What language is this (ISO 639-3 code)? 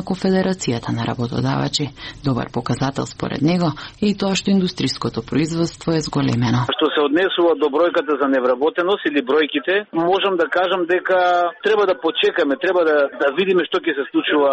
mkd